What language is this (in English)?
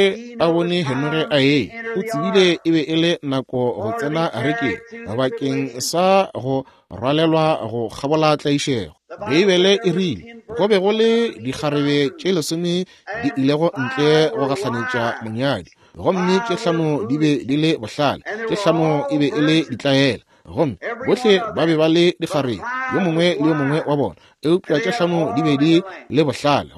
Northern Sotho